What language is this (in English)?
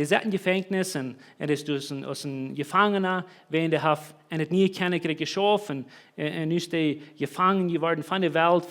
Plautdietsch